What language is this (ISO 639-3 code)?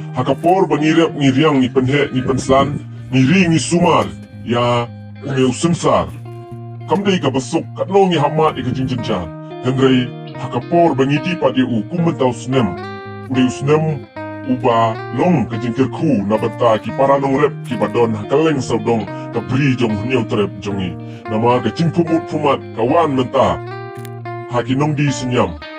kha